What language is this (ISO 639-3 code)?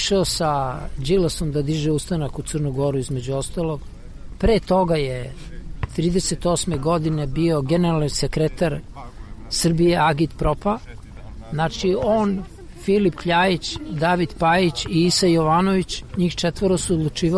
srp